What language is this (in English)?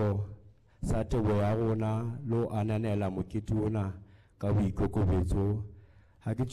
Southern Sotho